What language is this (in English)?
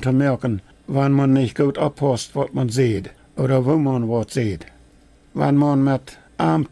Plautdietsch